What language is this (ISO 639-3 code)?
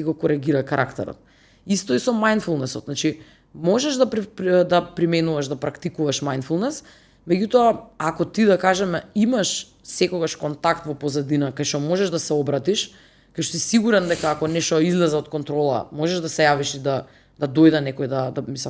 mkd